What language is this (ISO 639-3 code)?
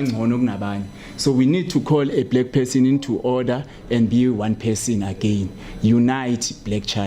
zul